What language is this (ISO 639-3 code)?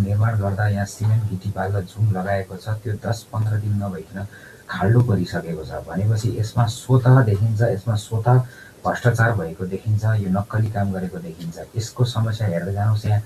nep